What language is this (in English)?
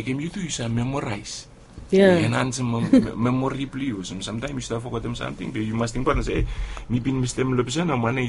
Bislama